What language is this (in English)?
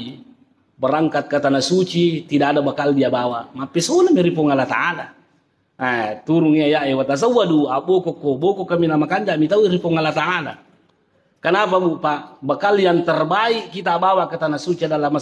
Buginese